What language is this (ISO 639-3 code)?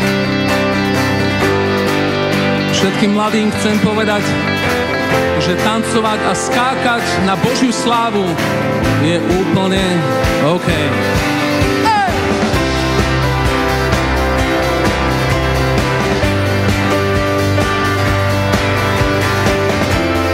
slk